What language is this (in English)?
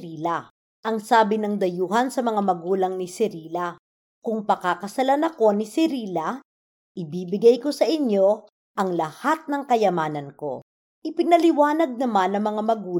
Filipino